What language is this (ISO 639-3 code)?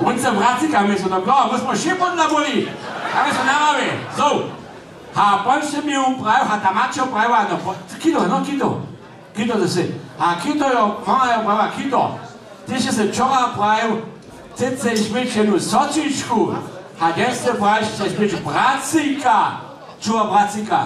hsb